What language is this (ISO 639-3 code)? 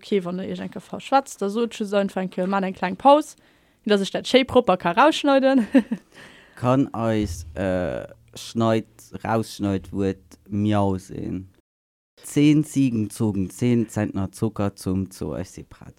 ltz